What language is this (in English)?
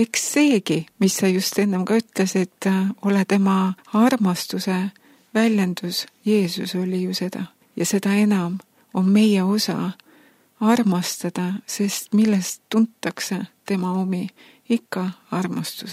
Estonian